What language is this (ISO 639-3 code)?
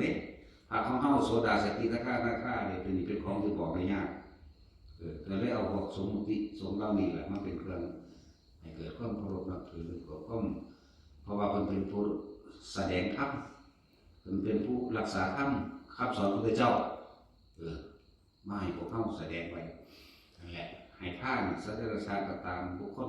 tts